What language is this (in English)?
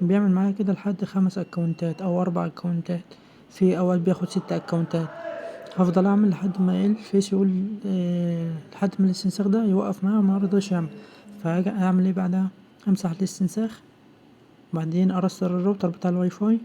Egyptian Arabic